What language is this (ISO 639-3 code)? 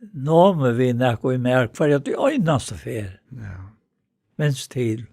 fao